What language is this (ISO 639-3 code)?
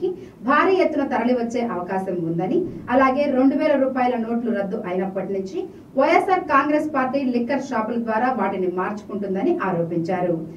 tel